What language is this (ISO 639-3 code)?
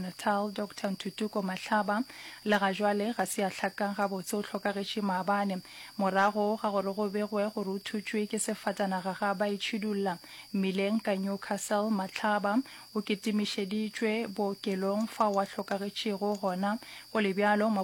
nso